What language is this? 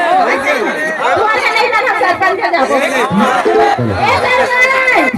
Chhattisgarhi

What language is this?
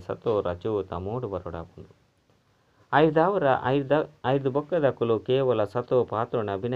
Tulu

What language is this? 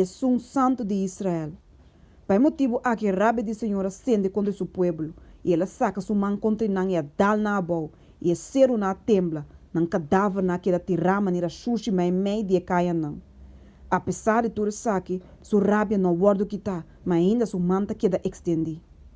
Papiamento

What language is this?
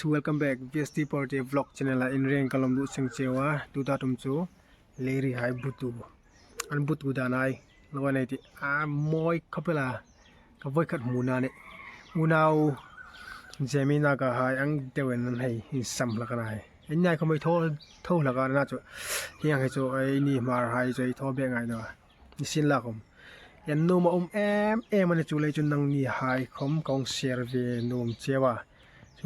Hmar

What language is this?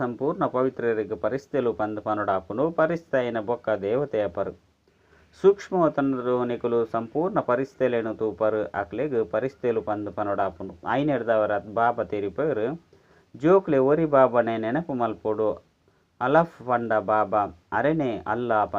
Tulu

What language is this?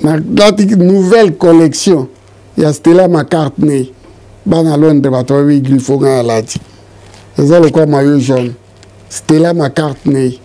Lingala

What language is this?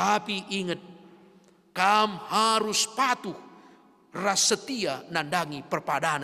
Batak Karo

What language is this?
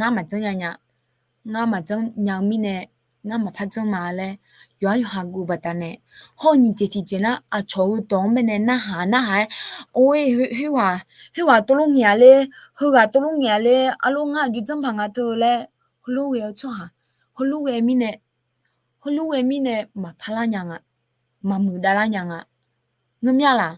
Akha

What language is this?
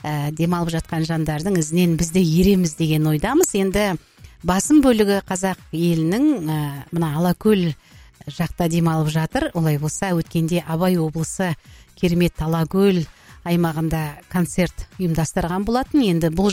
Kazakh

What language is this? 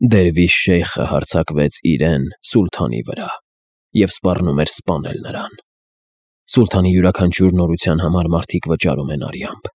Armenian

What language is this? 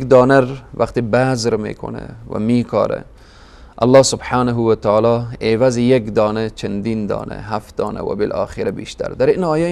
Persian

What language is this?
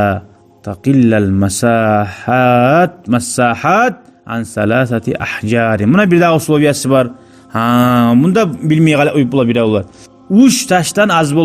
Kumyk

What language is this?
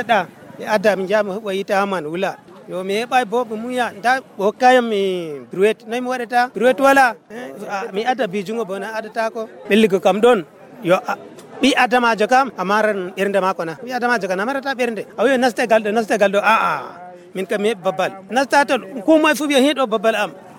Nigerian Fulfulde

